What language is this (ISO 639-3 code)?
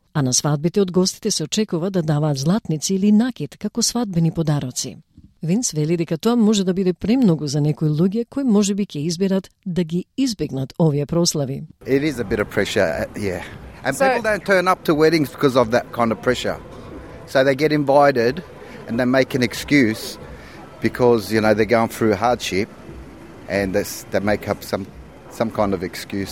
mkd